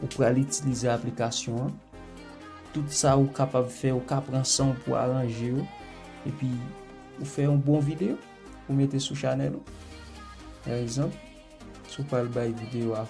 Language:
Haitian Creole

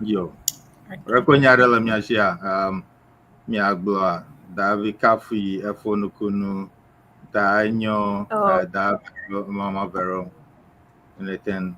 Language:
Ewe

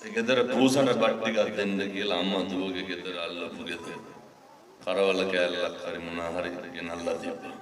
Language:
Sinhala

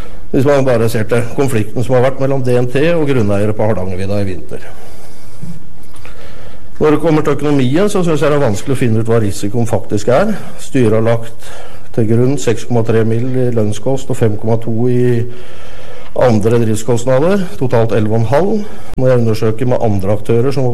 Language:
Norwegian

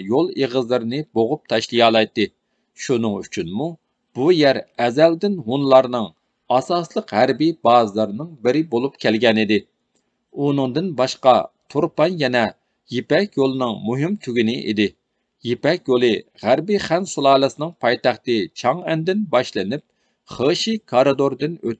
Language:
Uyghur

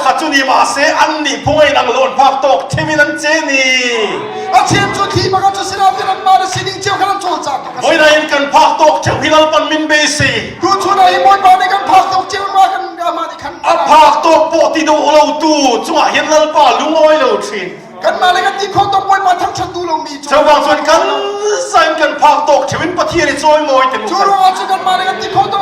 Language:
Hakha Chin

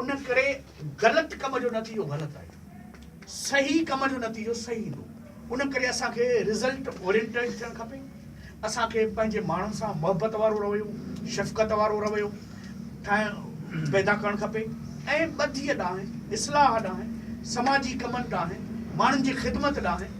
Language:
Sindhi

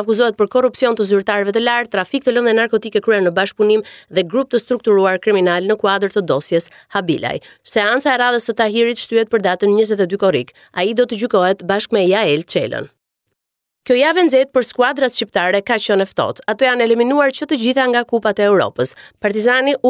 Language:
Albanian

